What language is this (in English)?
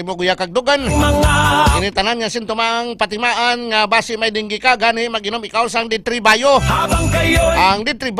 Hiligaynon